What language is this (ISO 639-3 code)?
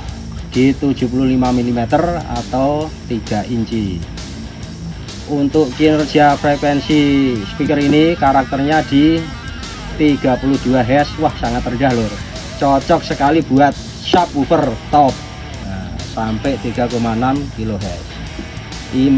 ind